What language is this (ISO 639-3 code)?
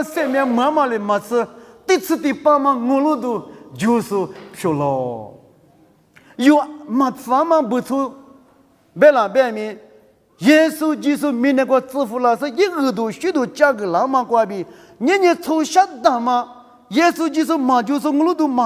lis